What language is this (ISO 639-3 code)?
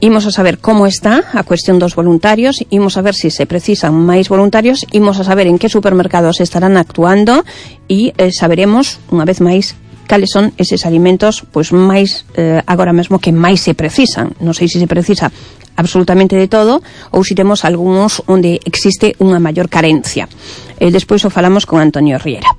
glg